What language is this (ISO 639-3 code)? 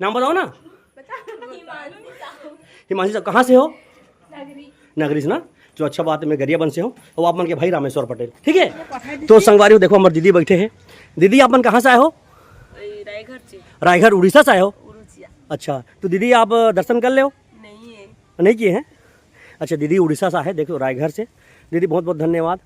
hne